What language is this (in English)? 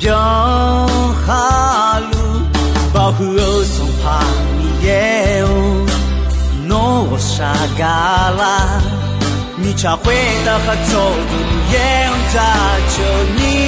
Akha